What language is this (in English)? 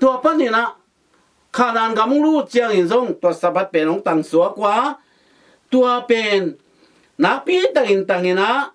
Tedim Chin